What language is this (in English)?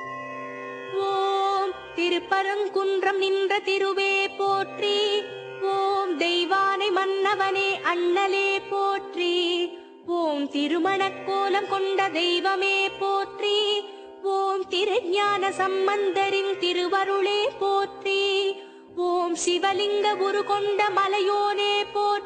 Tamil